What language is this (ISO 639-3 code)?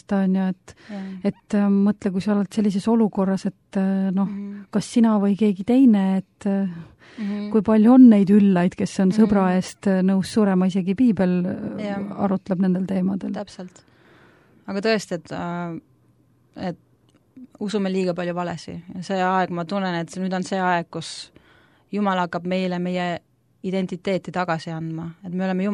est